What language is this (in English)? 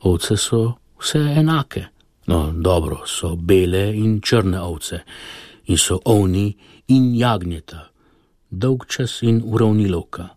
Slovenian